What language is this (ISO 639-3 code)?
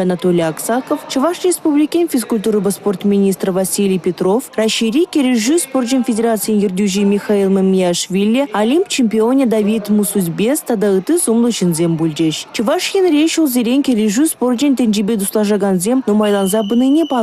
chv